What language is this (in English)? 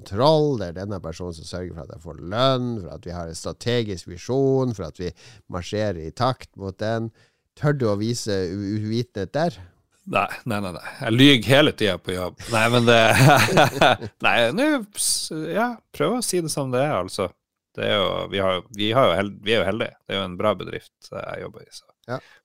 Norwegian